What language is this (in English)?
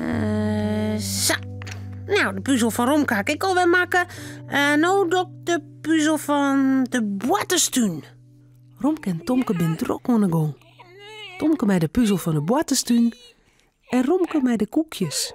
Western Frisian